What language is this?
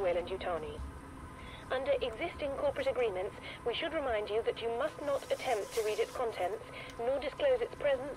English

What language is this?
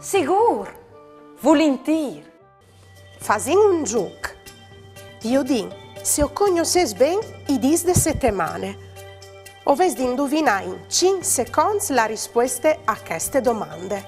Friulian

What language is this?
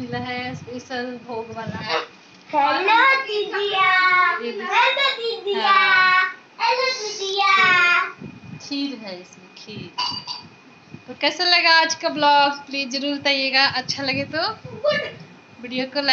Hindi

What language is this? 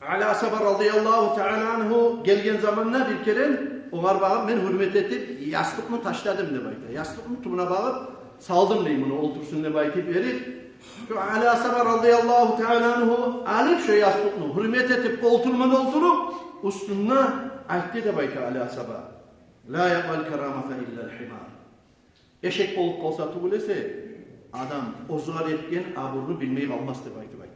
Kumyk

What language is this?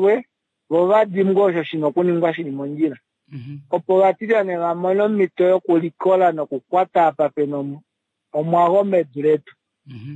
Kuanyama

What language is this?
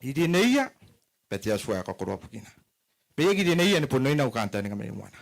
Gilbertese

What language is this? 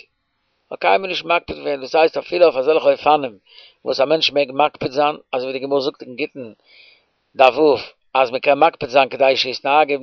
Yiddish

